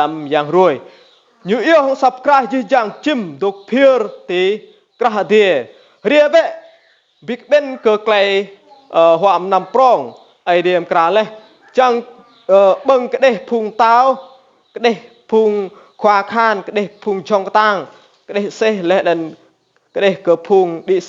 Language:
Rade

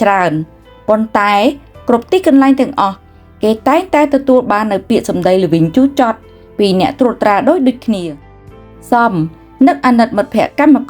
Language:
Khmer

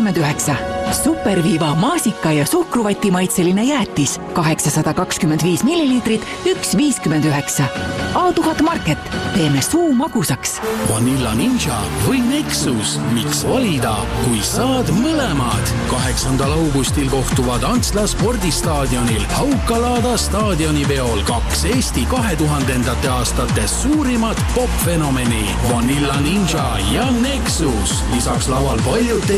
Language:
Estonian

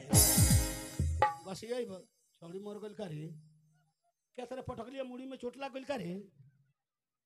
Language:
Bhojpuri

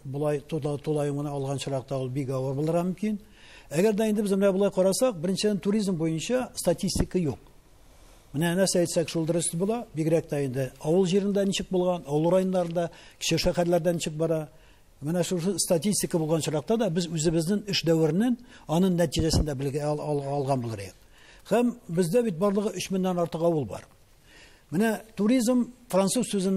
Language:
Tatar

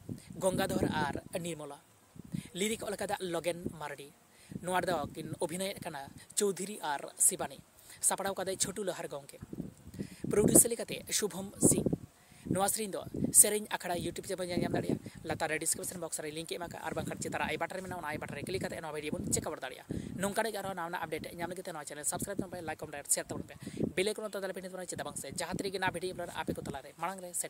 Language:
Santali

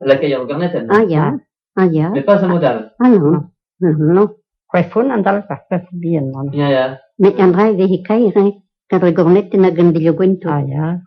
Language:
Breton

